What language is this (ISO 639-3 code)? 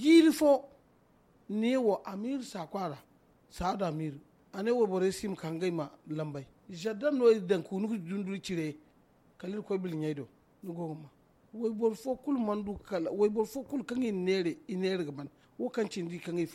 dje